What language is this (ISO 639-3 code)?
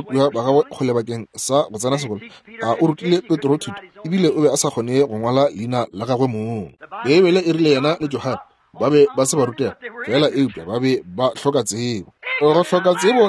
nso